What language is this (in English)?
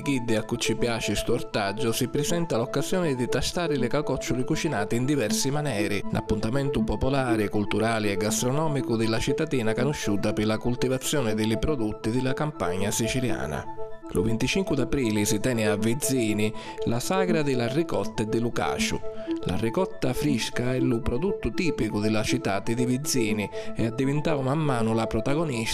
Sicilian